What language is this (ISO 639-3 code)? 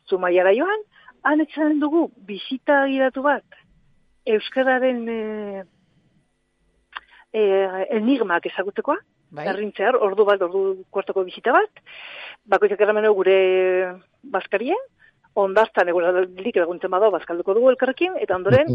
eus